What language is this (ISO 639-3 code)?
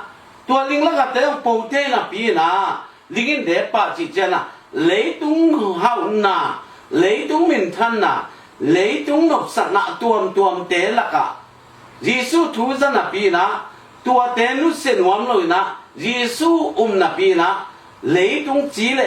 ctd